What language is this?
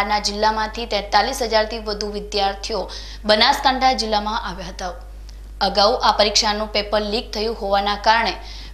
Gujarati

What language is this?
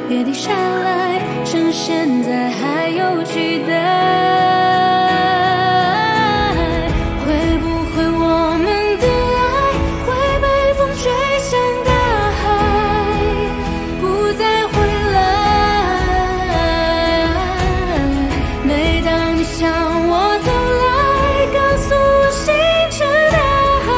Chinese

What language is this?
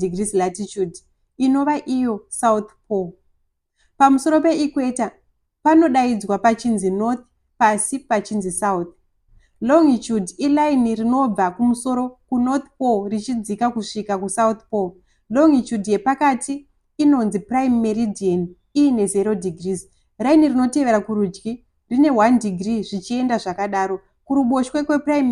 Shona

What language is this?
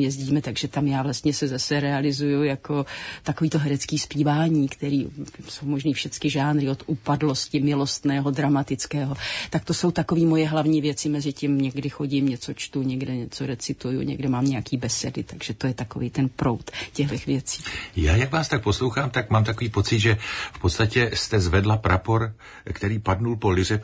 Czech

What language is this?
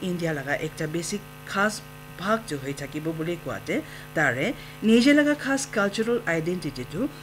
Naga Pidgin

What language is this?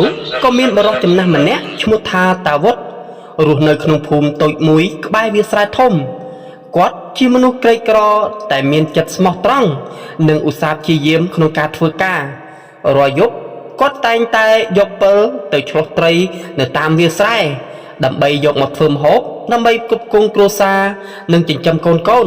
Khmer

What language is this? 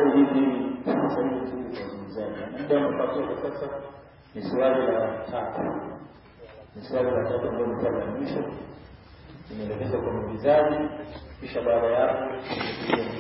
Swahili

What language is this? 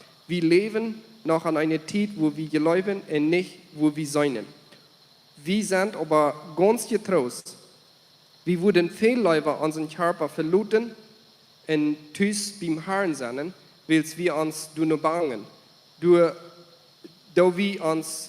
Plautdietsch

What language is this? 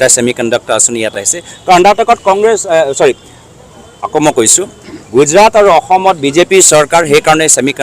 Assamese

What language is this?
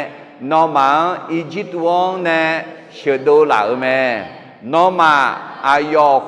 Akha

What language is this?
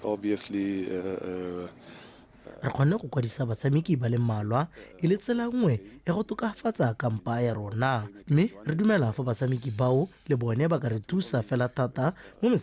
Tswana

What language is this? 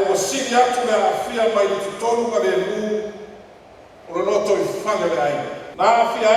Samoan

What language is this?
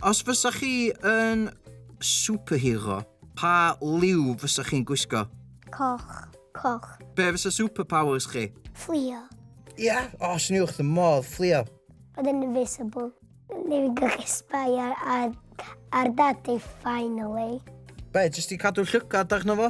Welsh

